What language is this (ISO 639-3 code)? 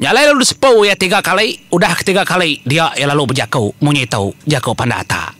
iba